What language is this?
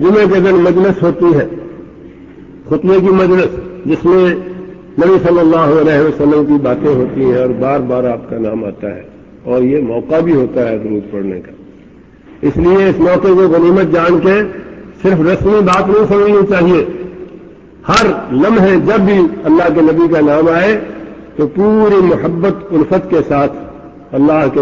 Urdu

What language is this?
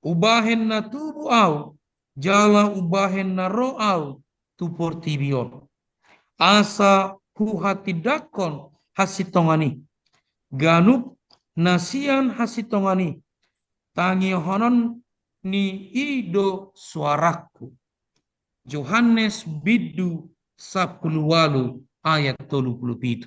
Batak Toba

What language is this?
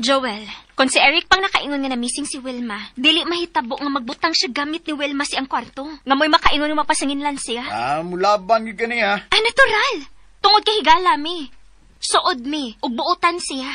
Cebuano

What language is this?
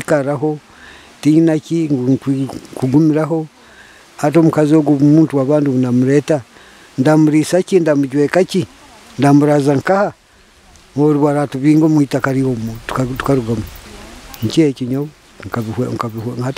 Nyoro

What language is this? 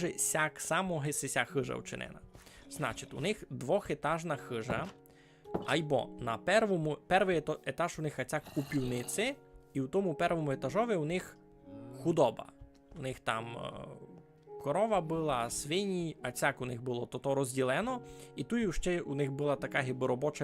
Rusyn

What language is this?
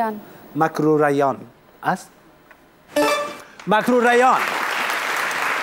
Persian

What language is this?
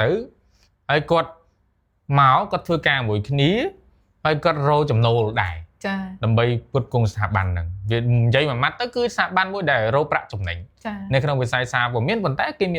Khmer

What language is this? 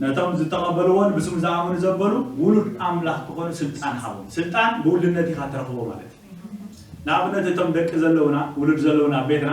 Tigrinya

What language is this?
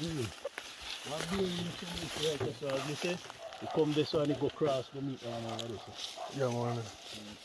Jamaican Creole English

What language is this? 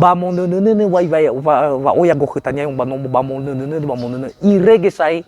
Nias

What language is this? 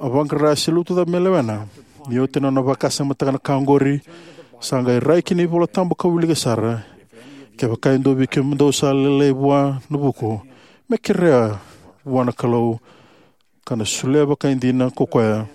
Fijian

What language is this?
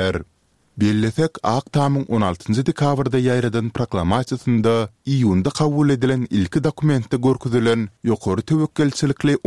Turkmen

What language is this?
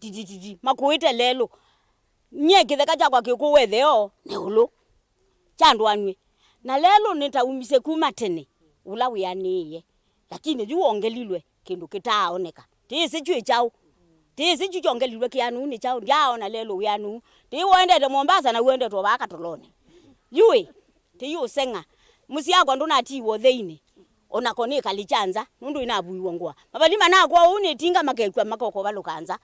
Kamba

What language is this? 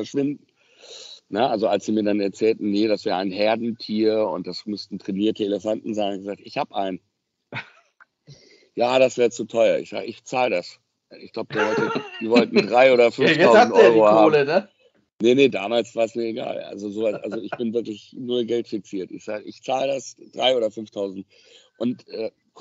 German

